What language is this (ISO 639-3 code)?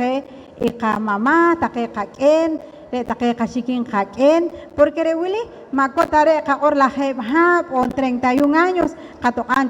poh